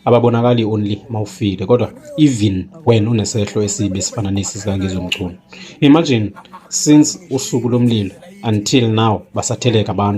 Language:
Zulu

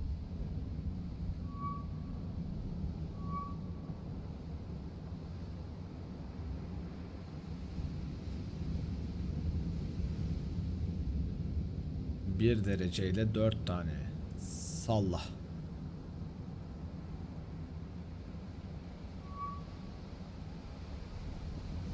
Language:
Turkish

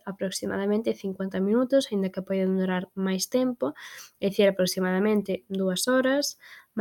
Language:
Galician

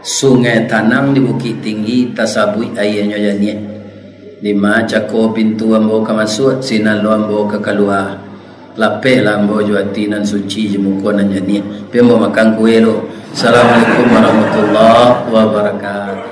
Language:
Minangkabau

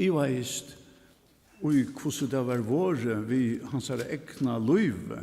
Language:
Faroese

